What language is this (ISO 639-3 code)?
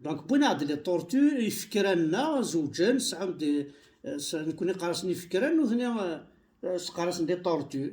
kab